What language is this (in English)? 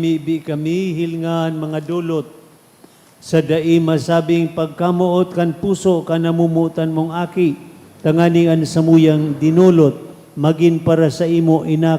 Bikol